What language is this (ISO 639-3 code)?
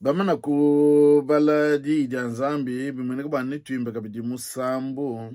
lua